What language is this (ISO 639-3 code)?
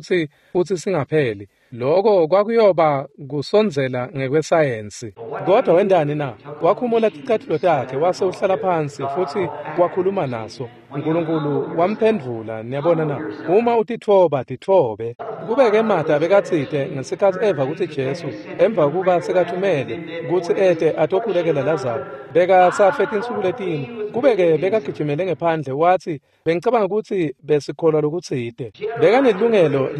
ssw